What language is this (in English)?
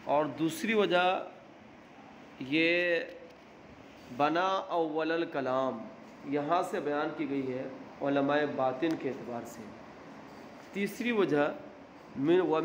Urdu